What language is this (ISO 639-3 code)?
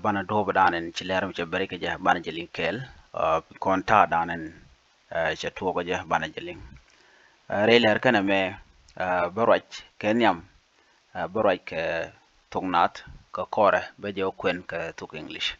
nus